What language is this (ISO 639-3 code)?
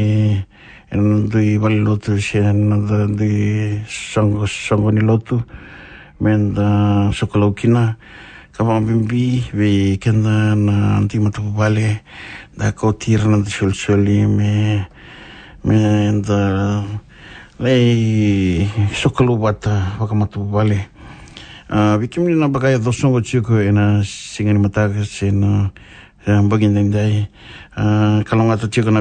fij